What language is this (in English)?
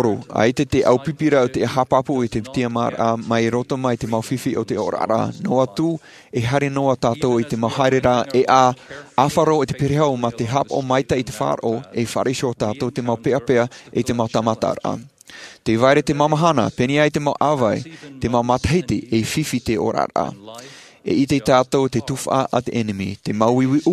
Tahitian